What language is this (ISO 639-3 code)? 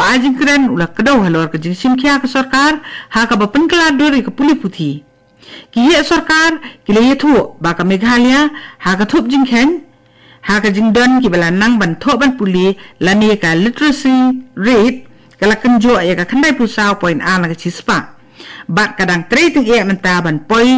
kha